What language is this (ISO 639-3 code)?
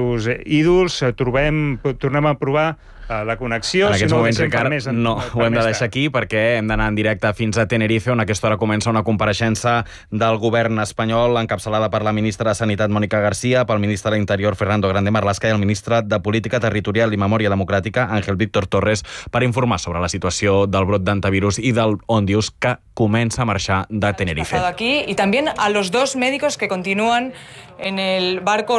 cat